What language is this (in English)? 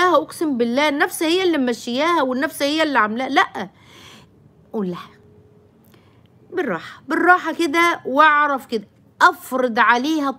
Egyptian Arabic